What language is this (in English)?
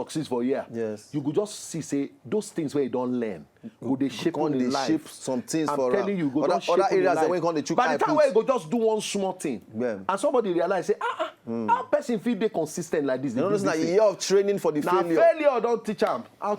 Nigerian Pidgin